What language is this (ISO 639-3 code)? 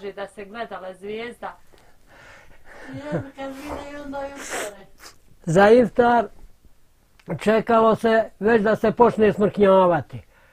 bos